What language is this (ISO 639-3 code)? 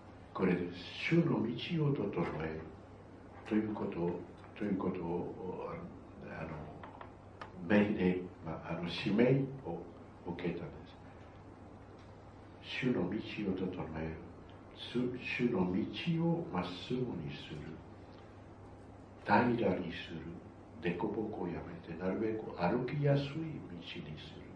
jpn